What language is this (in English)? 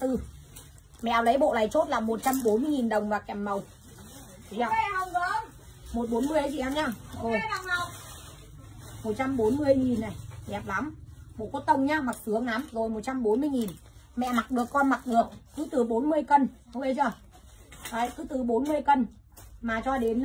Vietnamese